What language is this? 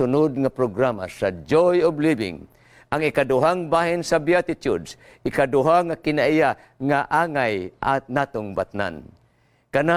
Cebuano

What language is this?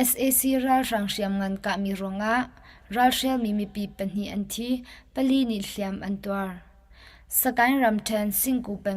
Hakha Chin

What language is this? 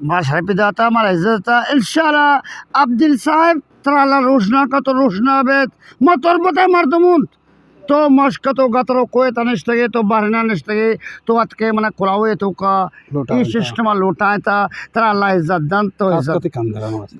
Eastern Balochi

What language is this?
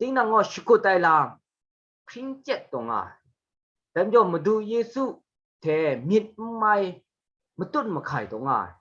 Kachin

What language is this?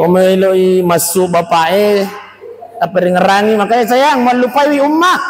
Buginese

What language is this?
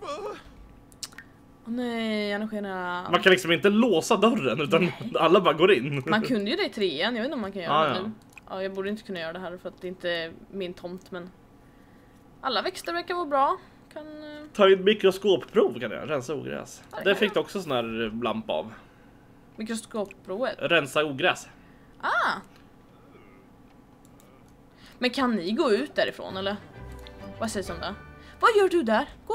Swedish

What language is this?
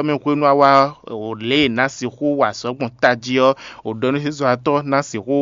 Fon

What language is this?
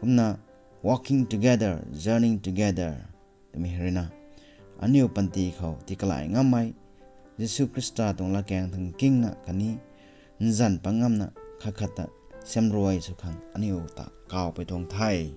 Rongmei Naga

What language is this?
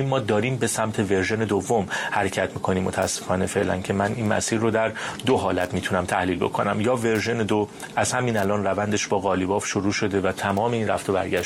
Persian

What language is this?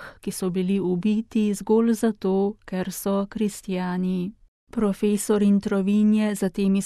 Slovenian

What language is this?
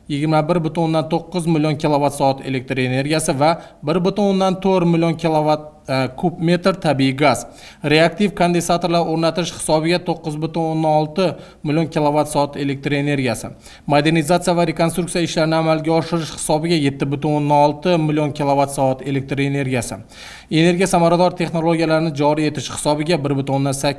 Uzbek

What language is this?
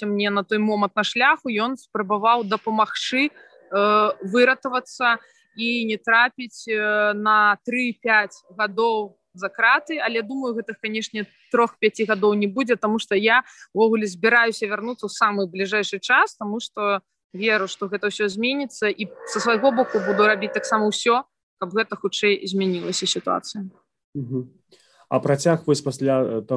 Belarusian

